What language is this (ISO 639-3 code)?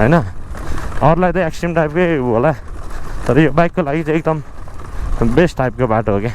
nep